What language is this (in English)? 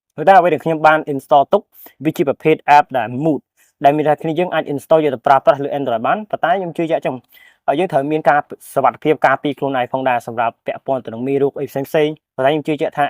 Khmer